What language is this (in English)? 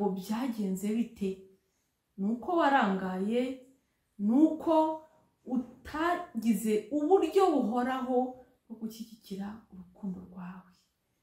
Kinyarwanda